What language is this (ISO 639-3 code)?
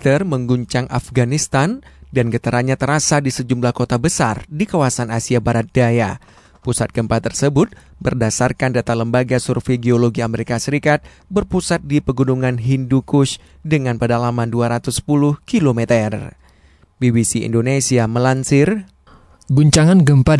ind